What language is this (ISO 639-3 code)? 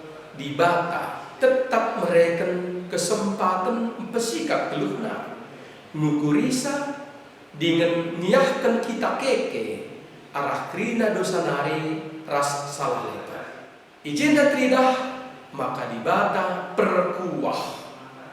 btx